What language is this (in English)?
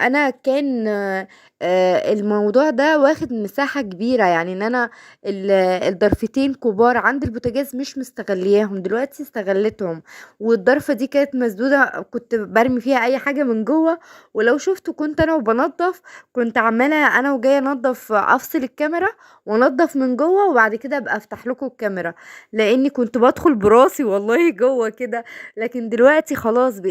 Egyptian Arabic